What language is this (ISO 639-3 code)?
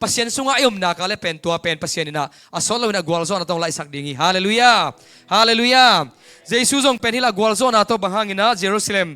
ctd